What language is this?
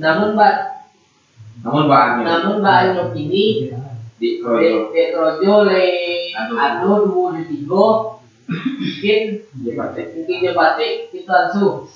Minangkabau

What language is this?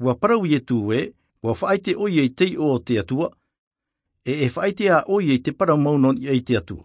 Tahitian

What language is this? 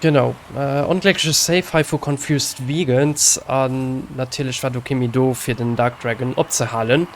Luxembourgish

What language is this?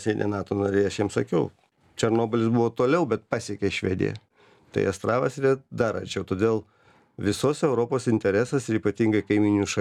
Lithuanian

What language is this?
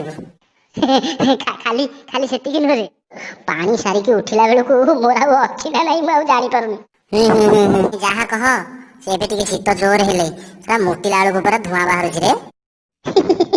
Odia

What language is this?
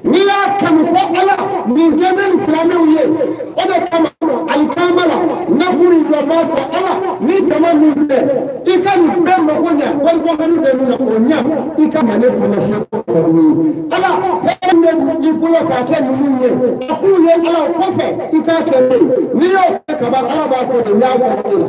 Bambara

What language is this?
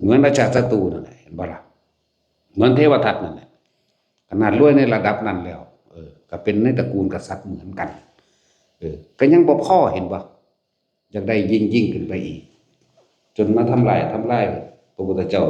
Northeastern Thai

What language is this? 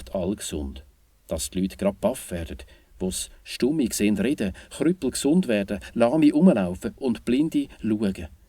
Swiss German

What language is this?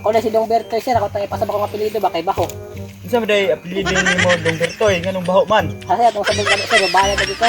Cebuano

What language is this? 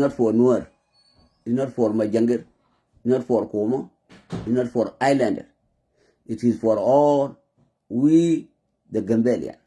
Nuer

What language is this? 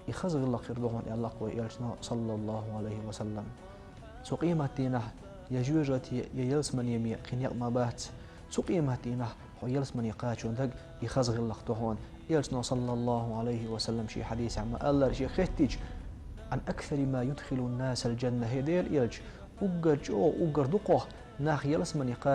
Chechen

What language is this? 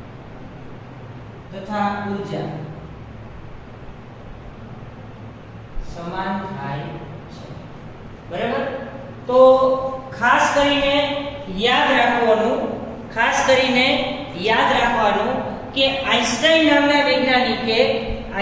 Gujarati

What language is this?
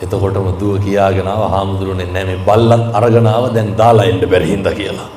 Sinhala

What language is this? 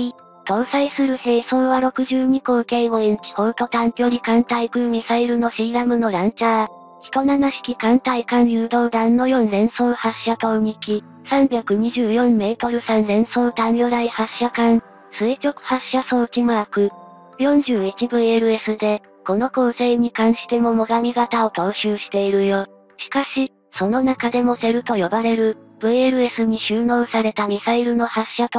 Japanese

